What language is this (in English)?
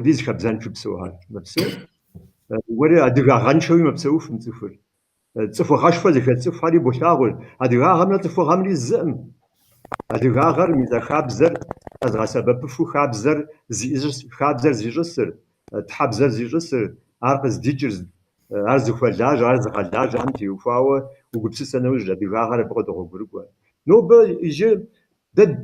Kabardian